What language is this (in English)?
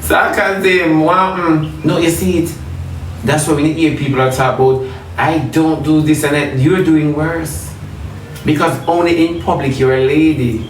Jamaican Creole English